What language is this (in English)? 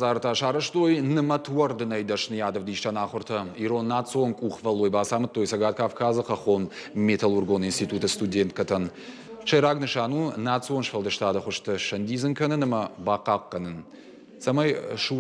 Ossetic